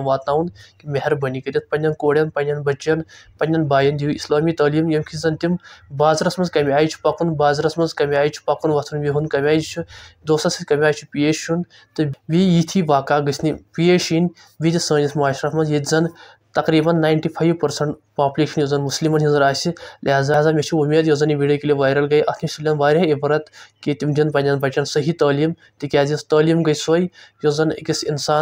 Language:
Kashmiri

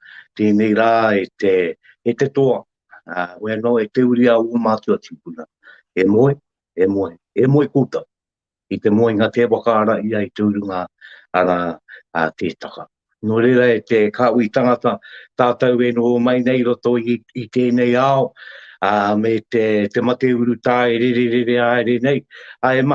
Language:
Māori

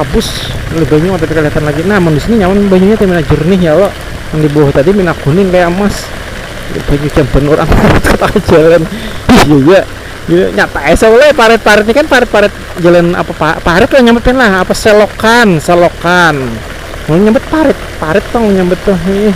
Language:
Banjar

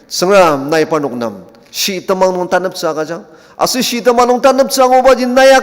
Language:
Ao Naga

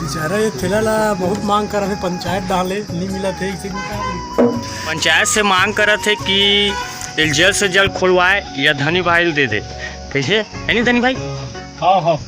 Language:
Chhattisgarhi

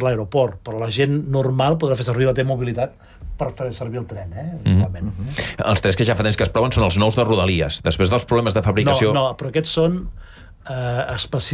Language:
Catalan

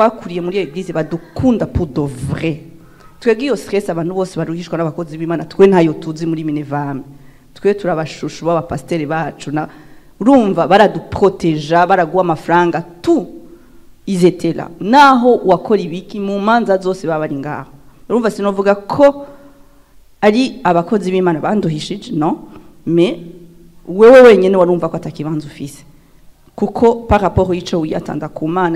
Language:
Rundi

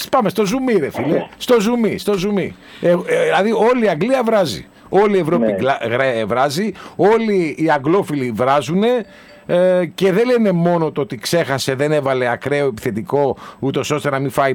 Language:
Greek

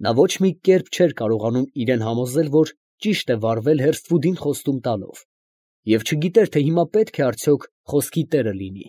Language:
Armenian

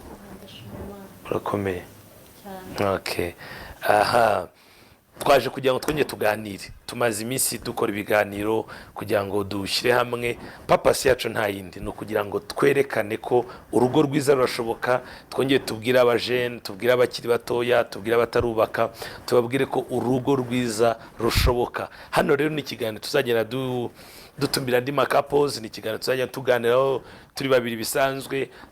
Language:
Kinyarwanda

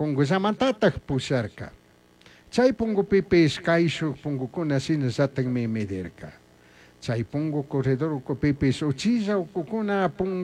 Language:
Chimborazo Highland Quichua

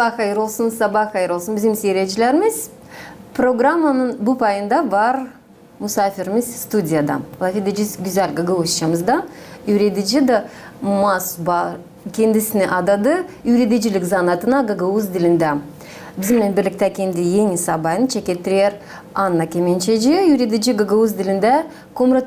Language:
Gagauz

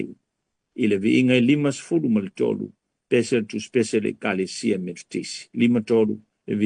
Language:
Samoan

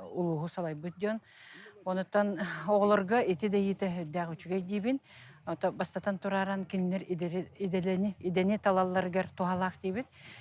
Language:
Yakut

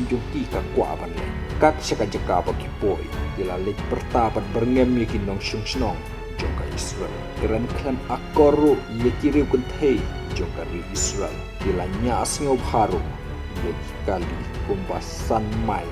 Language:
Khasi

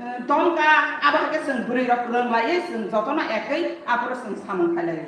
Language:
Kok Borok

